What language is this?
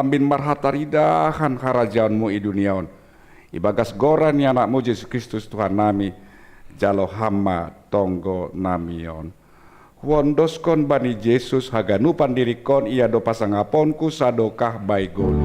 Batak Simalungun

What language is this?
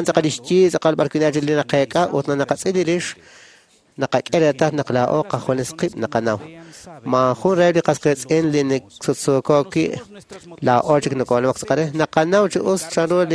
Kekchí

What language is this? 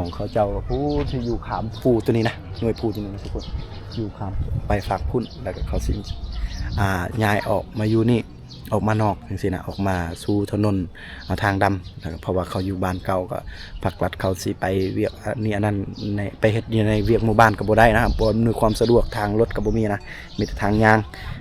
Lao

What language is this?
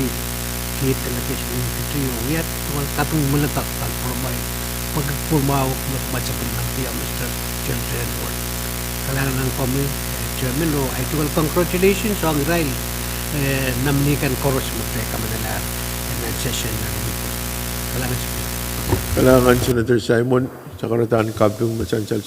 Pohnpeian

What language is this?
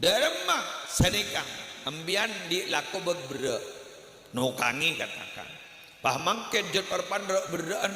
Madurese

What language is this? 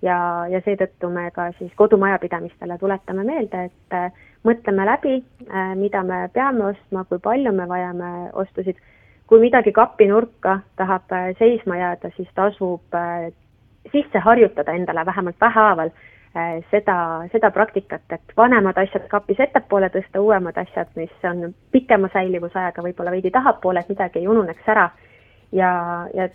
Estonian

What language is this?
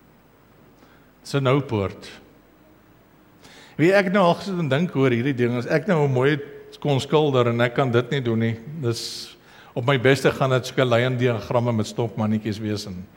Afrikaans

